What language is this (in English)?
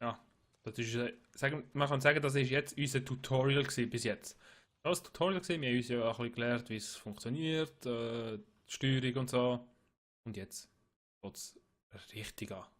Swiss German